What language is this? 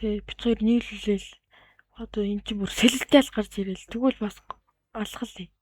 Mongolian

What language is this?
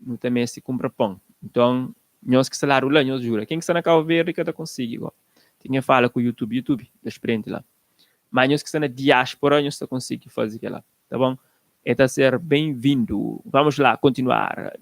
Kabuverdianu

